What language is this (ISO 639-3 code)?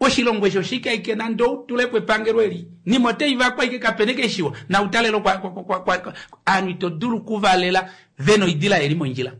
kua